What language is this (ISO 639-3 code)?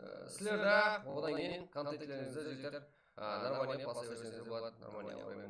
kaa